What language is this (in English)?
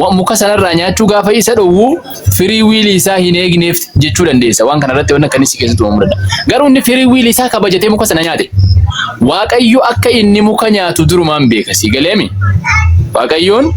Oromo